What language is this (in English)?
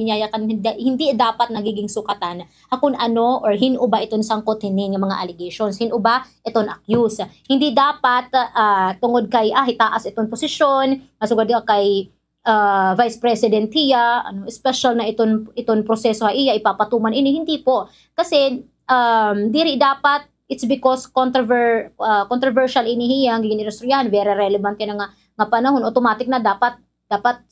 Waray